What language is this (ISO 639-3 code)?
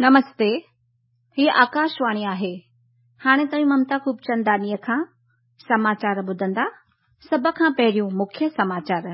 snd